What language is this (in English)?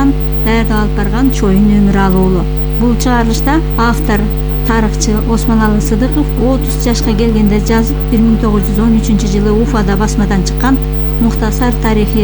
Kyrgyz